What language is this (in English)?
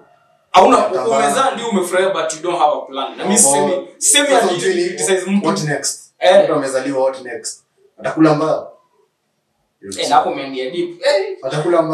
Swahili